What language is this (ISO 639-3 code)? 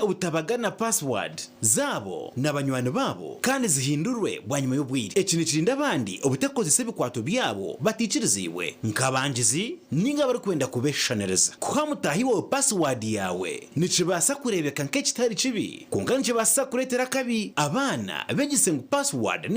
nyn